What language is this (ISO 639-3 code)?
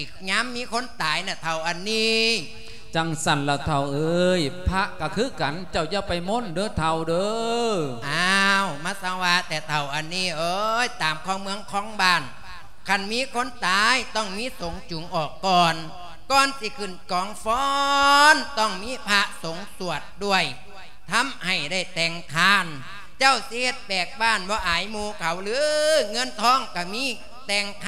lao